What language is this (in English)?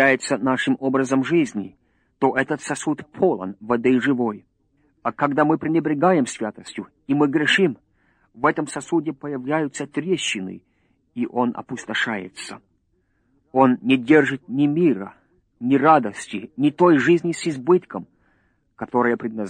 Russian